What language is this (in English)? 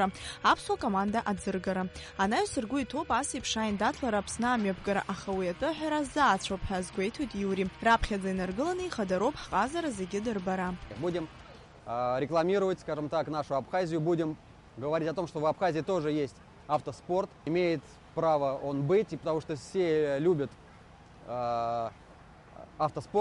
Abkhazian